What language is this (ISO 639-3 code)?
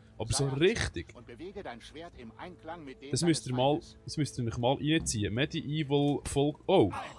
gsw